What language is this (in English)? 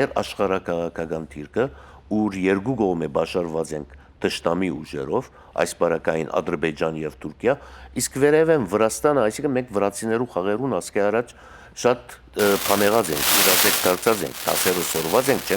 Western Armenian